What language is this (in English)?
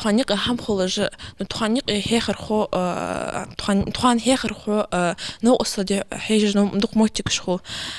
Ingush